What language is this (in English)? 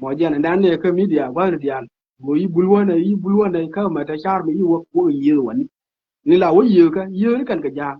Nuer